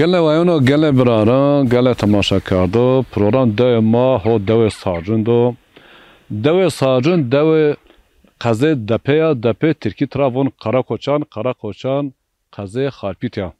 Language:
Zaza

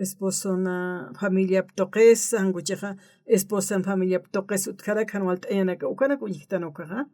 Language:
Aymara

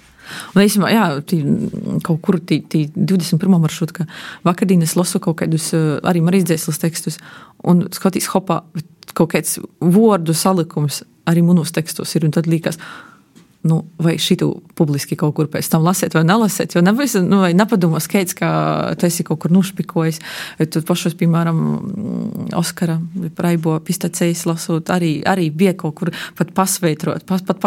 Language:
Latvian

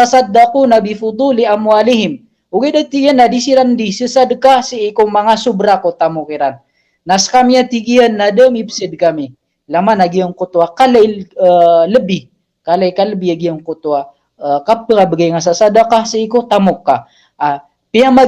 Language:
Maranao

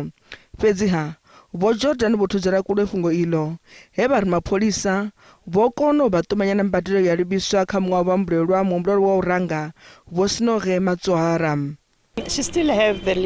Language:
Venda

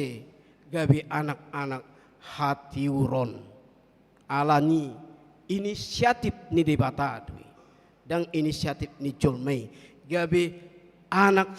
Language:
Batak Toba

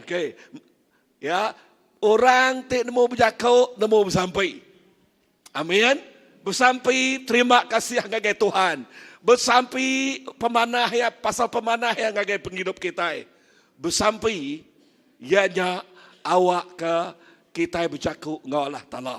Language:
Iban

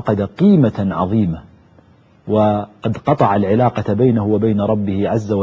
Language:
Arabic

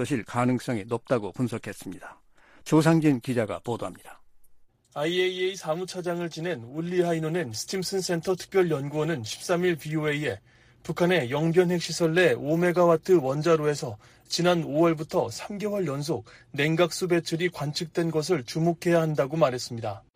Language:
Korean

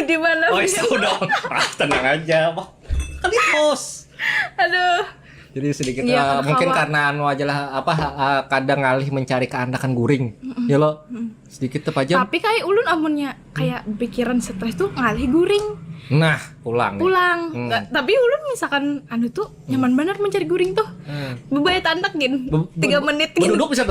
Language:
Banjar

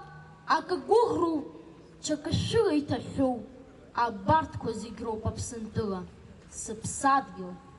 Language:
Abkhazian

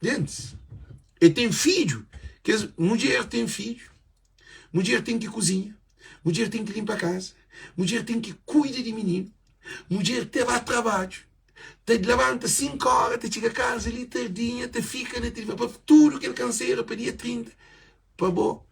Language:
Kabuverdianu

